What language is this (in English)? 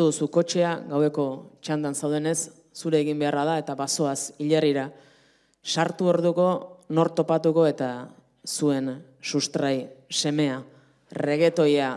Basque